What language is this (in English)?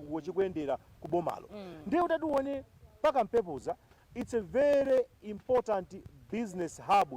Nyanja